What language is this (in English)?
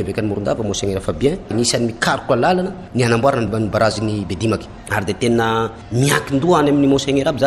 Malagasy